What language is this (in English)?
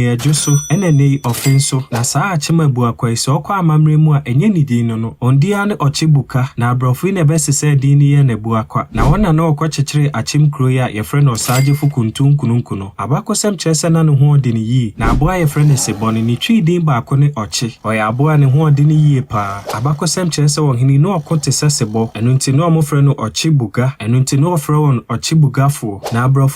Akan